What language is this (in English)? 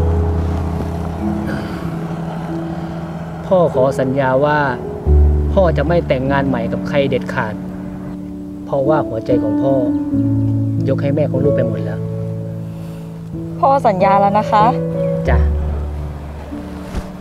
Thai